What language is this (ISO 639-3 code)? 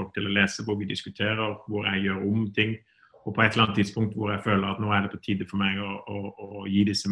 nor